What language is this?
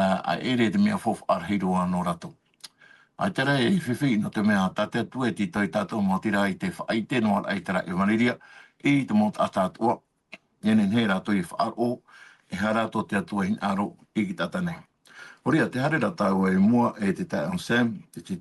Tahitian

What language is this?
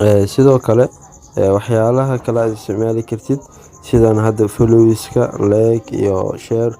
Somali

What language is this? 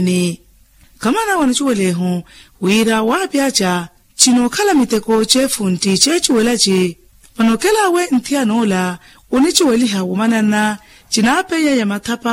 Makhuwa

